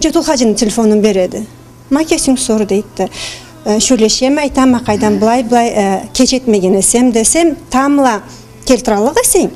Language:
Karachay-Balkar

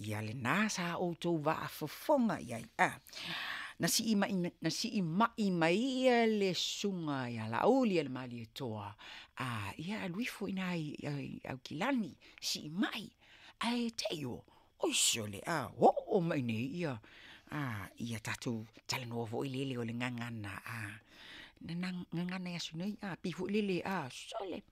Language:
Samoan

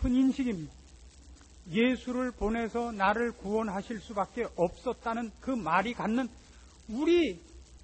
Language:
Korean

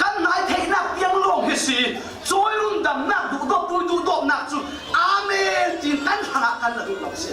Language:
Falam Chin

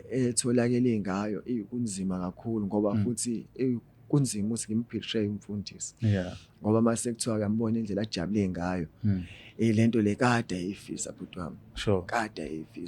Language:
Zulu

